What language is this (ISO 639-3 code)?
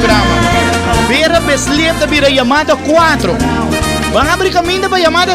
pap